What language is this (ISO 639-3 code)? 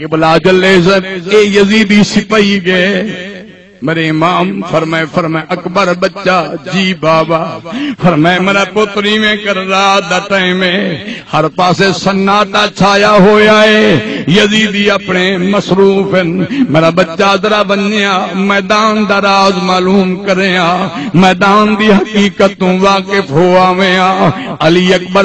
skr